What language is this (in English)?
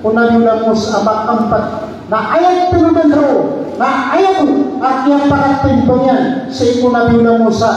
Maranao